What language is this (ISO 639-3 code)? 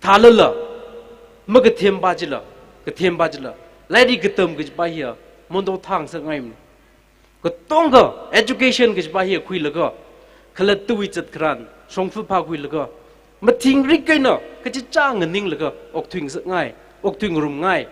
nmf